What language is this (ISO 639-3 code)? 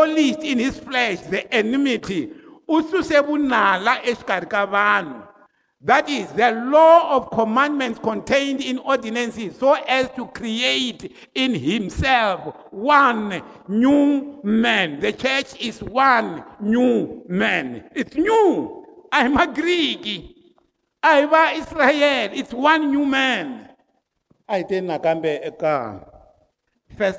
tso